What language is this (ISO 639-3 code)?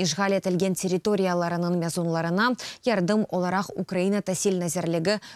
crh